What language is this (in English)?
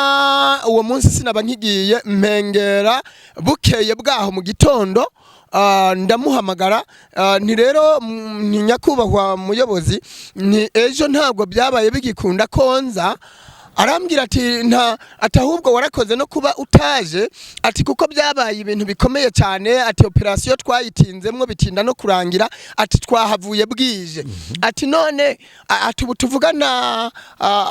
Kinyarwanda